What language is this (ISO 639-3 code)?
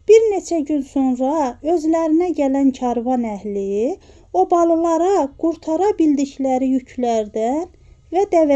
aze